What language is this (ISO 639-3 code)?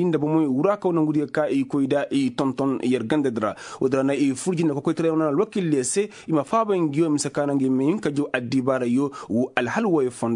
ses